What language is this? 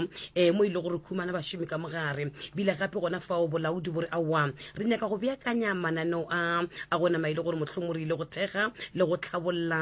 Northern Sotho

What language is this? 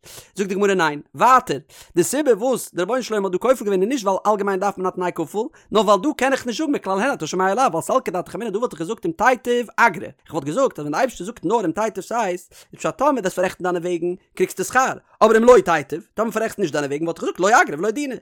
Yiddish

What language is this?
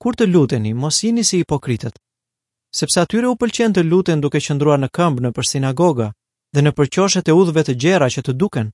Albanian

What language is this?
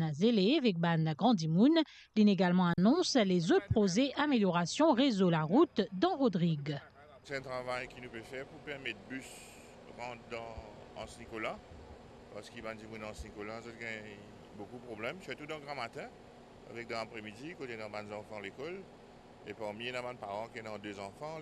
Morisyen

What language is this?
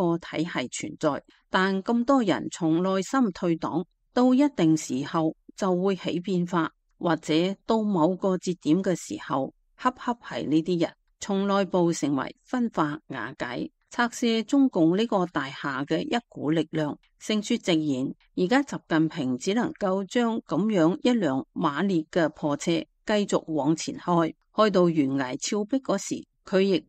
Cantonese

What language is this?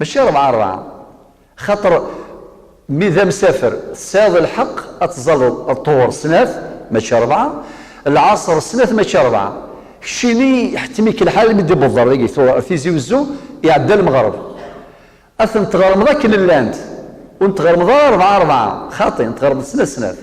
Kabyle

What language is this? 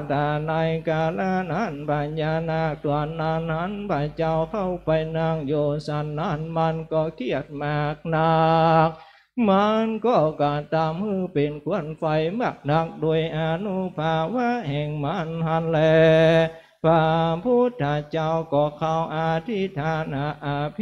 Thai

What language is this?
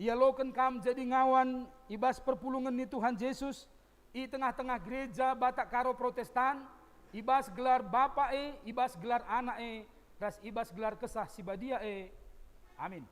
Batak Karo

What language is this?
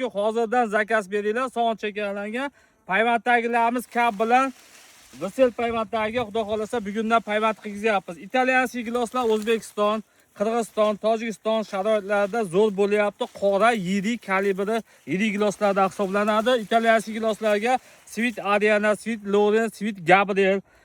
Uzbek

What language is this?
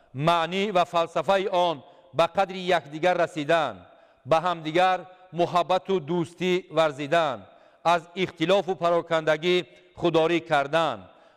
Tajik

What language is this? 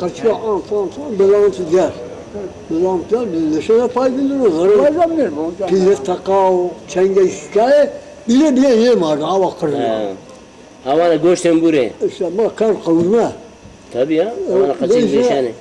Zaza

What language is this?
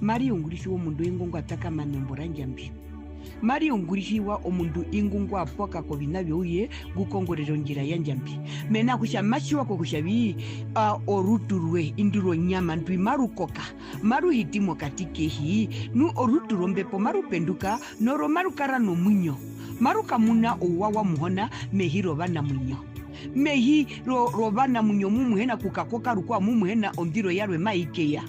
Herero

